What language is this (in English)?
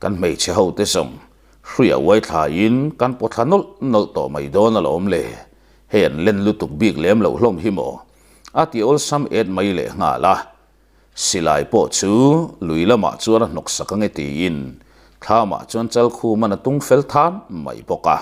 Mizo